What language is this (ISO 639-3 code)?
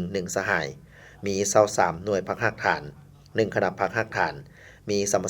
lao